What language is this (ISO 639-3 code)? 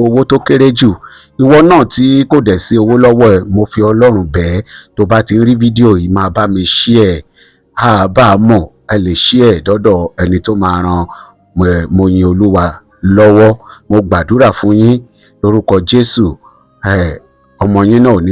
yor